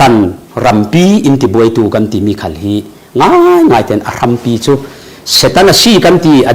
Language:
Falam Chin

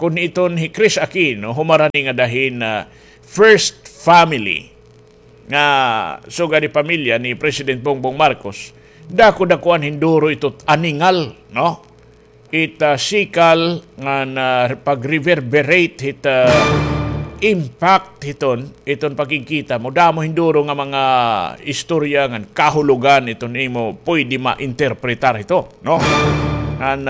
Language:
Waray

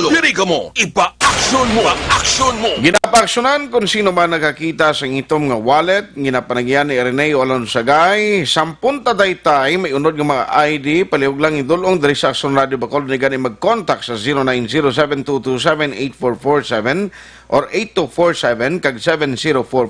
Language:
Hiligaynon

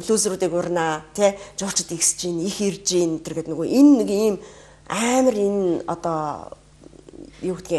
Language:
Mongolian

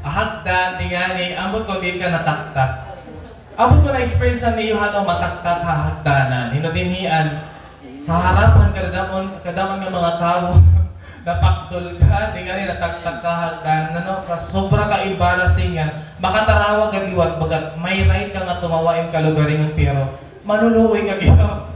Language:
Waray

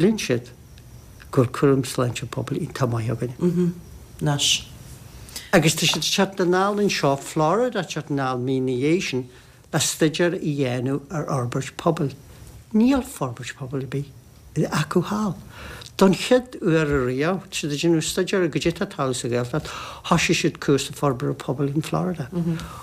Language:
Irish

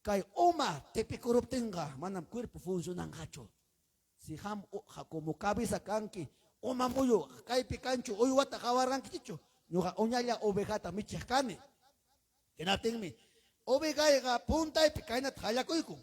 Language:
Ayacucho Quechua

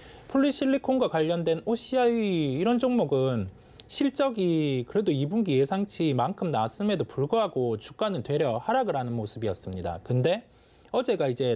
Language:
Korean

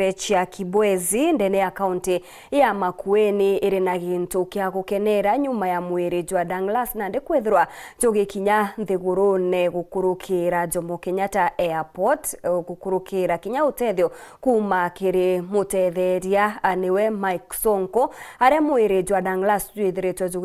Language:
Meru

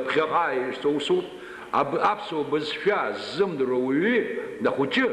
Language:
Abkhazian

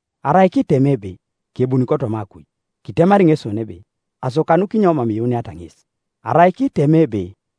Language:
Teso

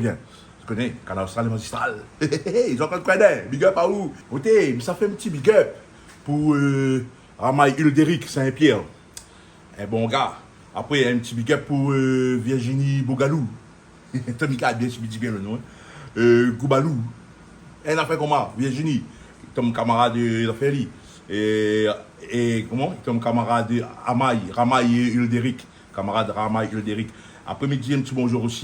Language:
Réunion Creole French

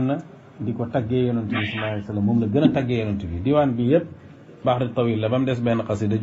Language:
Wolof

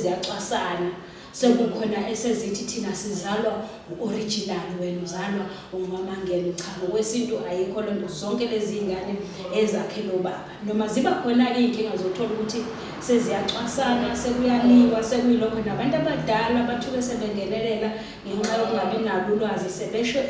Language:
Zulu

